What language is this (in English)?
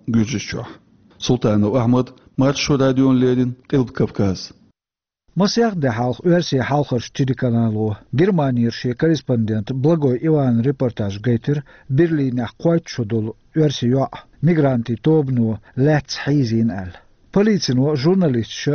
Chechen